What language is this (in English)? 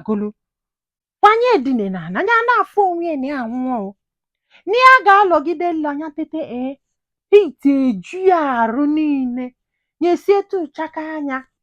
Igbo